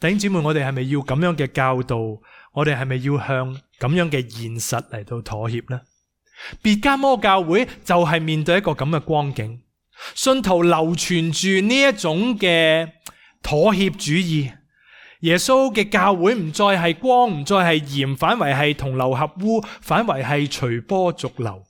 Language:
Cantonese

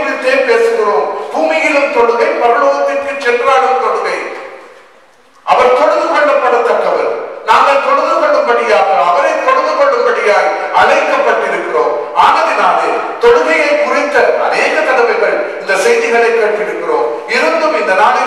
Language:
Tamil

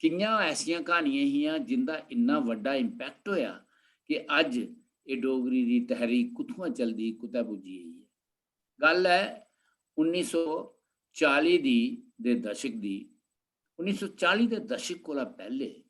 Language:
Dogri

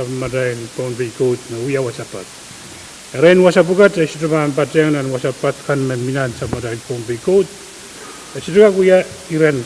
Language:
Pohnpeian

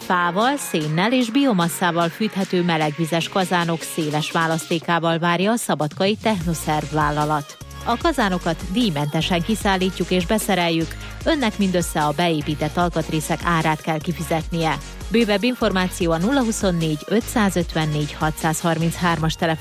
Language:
Hungarian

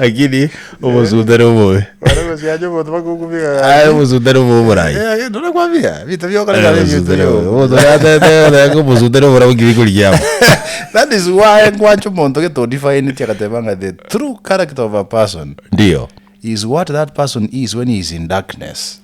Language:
Gusii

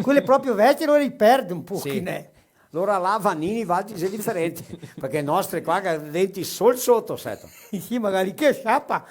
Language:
Venetian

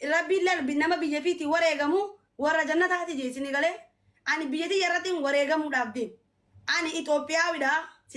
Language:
Oromo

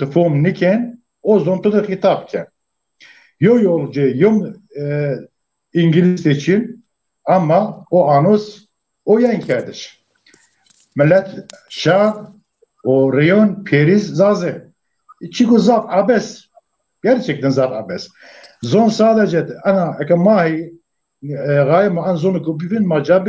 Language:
Zaza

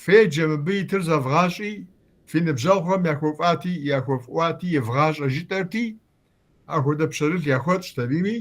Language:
Kabardian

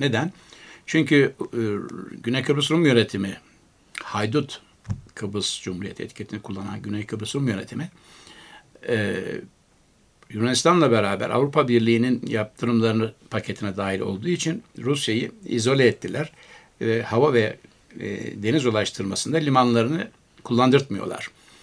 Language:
Turkish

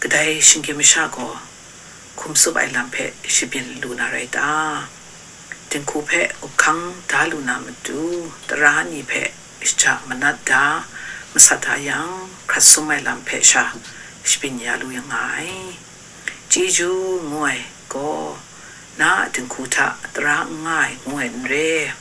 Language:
Kachin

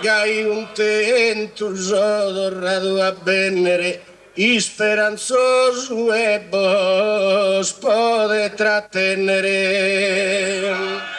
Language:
Sardinian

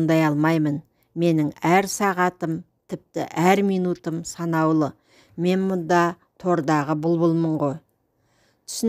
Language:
Kazakh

